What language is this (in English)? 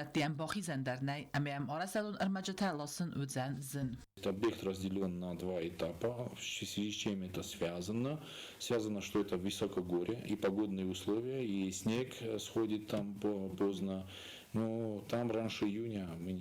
Ossetic